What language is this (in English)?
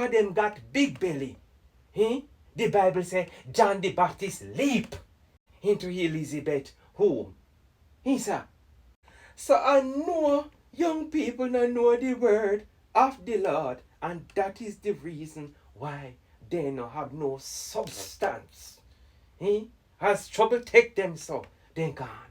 Jamaican Creole English